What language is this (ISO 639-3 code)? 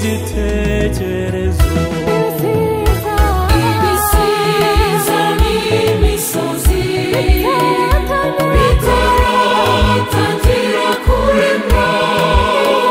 kin